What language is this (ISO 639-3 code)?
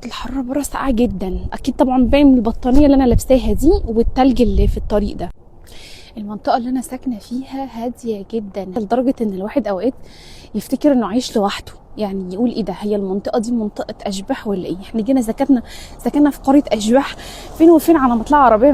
arz